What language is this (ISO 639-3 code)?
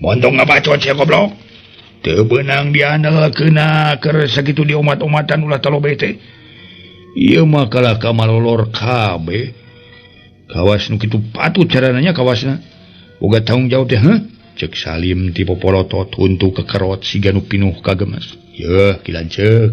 sun